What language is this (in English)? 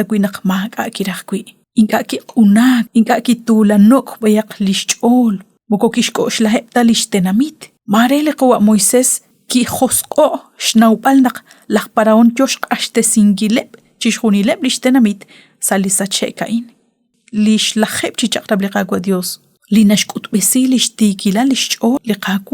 Kekchí